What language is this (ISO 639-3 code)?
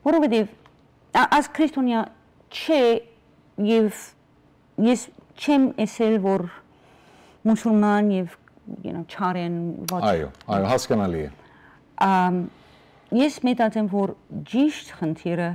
hyw